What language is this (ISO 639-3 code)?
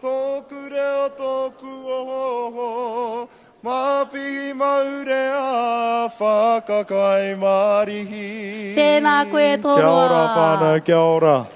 mri